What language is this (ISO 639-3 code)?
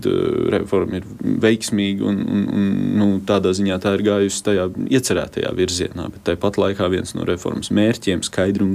lav